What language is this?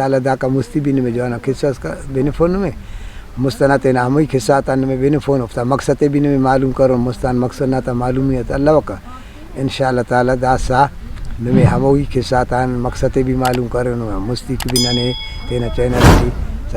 Brahui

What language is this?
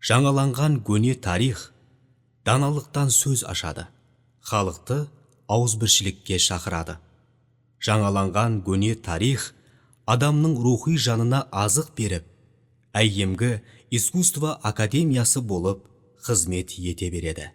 Kara-Kalpak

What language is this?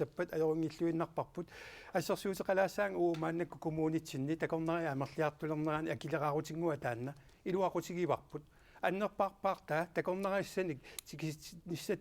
Kalaallisut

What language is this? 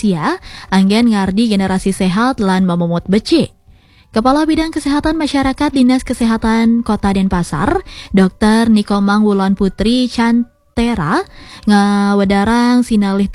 Balinese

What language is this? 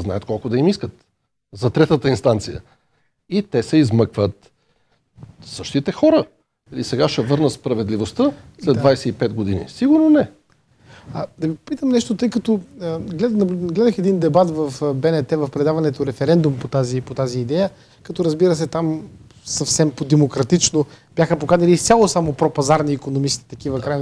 Bulgarian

